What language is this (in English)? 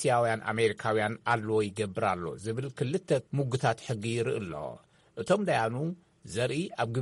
Tigrinya